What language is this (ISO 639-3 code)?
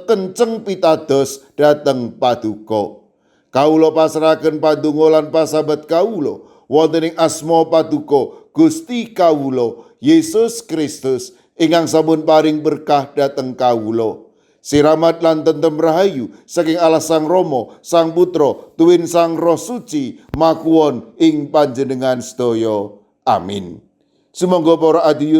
jav